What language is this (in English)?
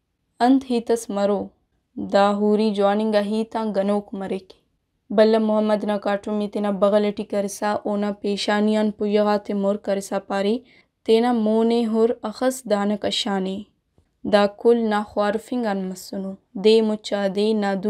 Brahui